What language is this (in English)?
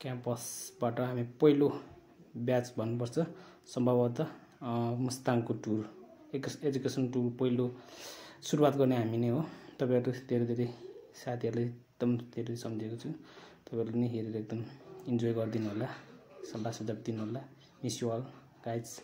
Nepali